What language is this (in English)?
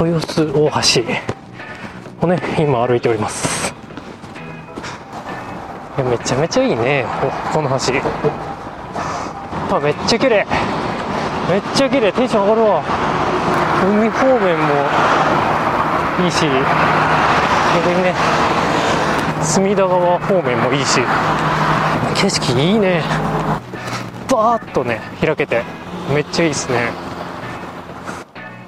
Japanese